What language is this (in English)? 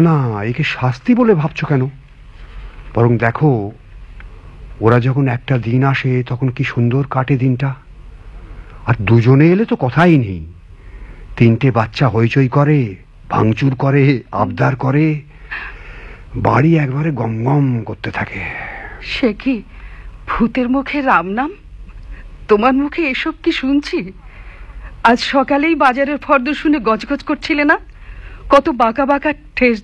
Bangla